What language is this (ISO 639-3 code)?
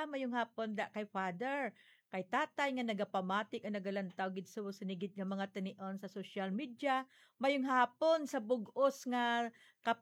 hil